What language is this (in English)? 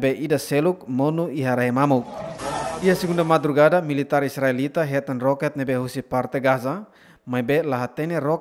Tetum